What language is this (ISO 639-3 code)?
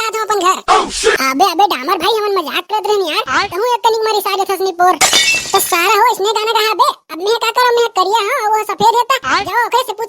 hne